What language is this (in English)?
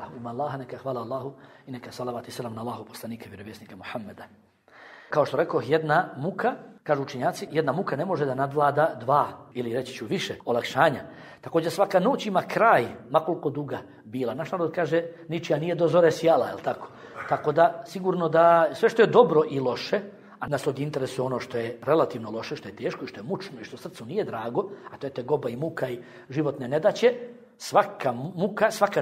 Bosnian